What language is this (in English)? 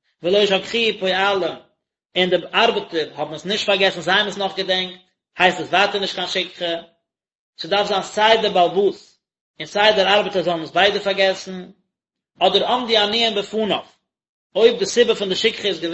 Yiddish